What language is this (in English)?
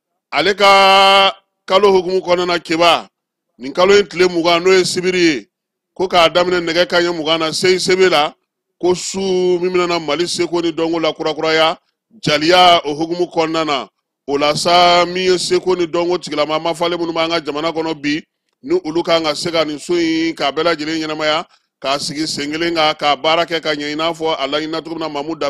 Bambara